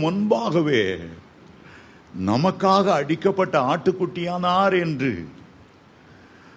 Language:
Tamil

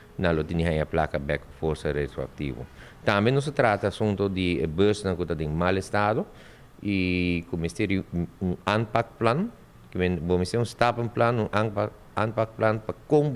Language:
Papiamento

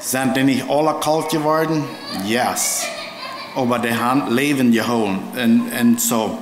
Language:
Plautdietsch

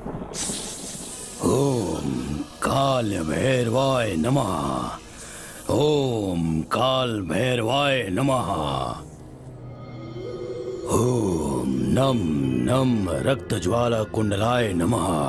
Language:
Bhojpuri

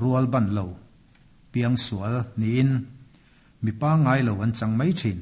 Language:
Mizo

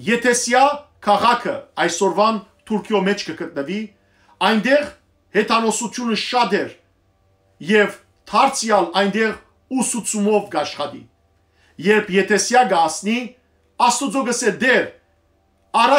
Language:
Western Armenian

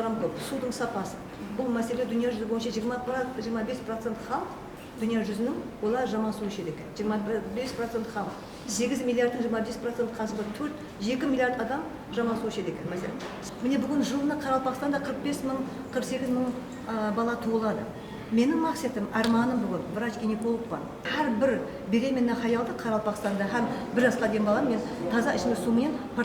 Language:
Kara-Kalpak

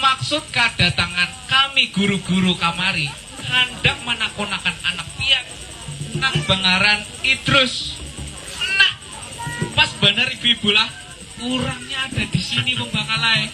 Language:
Banjar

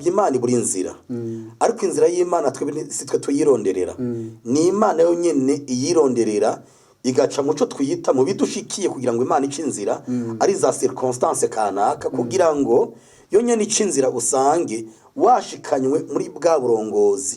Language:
Rundi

